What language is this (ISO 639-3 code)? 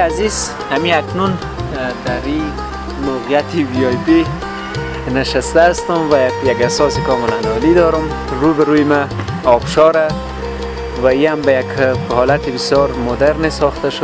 fas